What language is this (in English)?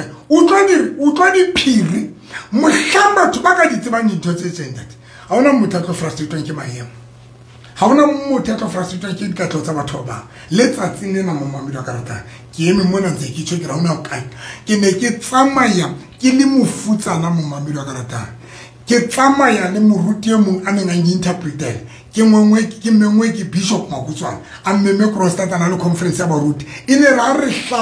Southern Sotho